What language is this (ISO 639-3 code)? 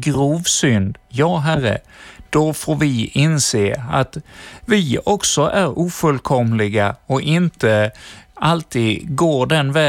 swe